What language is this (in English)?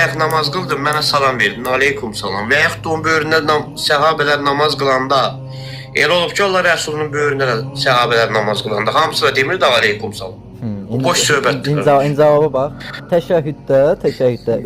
Azerbaijani